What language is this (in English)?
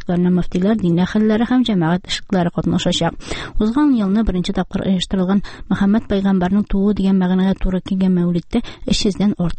Tatar